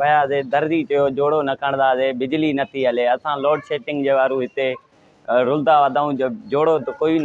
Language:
Sindhi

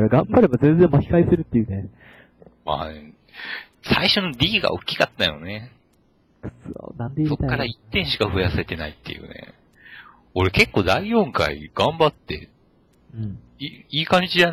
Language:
Japanese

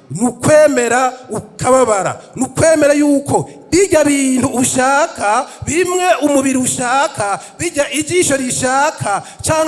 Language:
Rundi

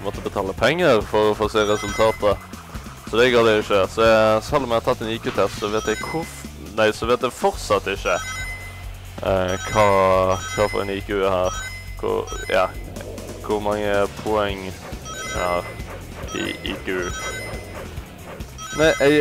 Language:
Norwegian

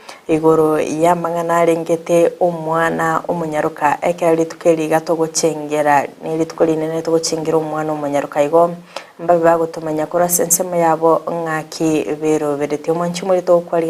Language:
Gusii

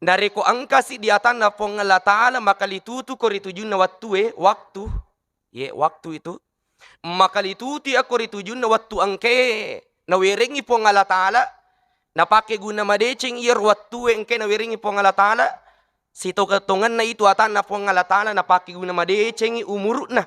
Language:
Buginese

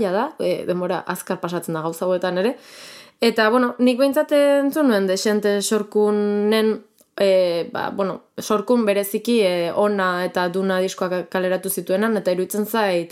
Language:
Basque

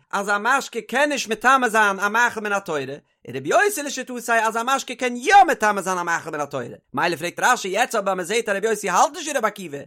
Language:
Yiddish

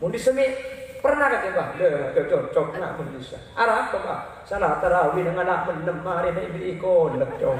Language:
Madurese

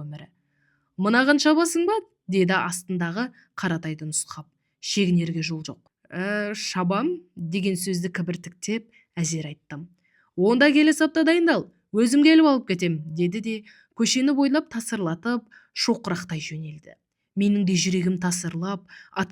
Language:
Kazakh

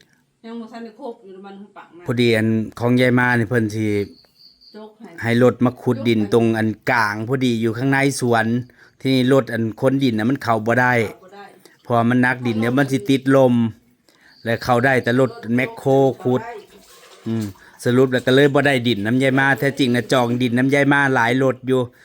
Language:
Northeastern Thai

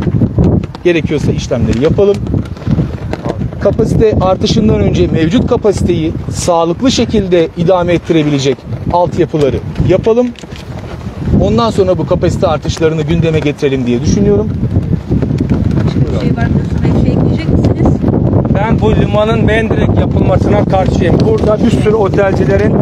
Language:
Turkish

